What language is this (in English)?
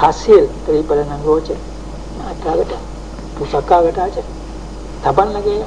Achinese